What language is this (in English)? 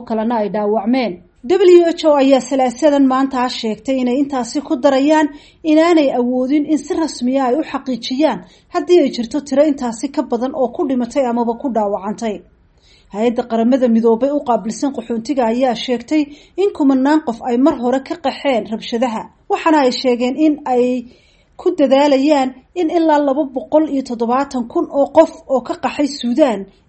Somali